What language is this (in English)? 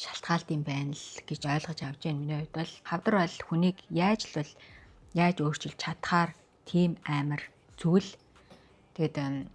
Mongolian